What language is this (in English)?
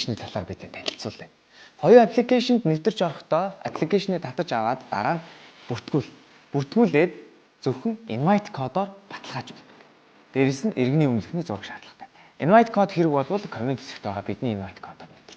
Mongolian